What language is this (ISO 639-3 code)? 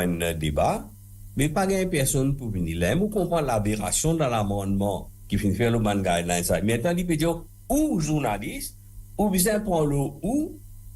mfe